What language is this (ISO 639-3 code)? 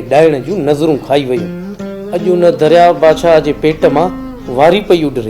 snd